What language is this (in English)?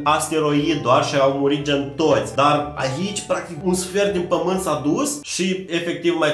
Romanian